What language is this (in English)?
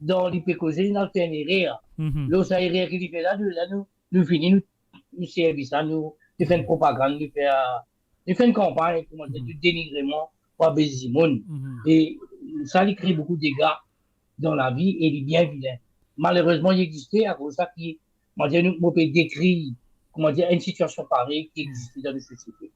Morisyen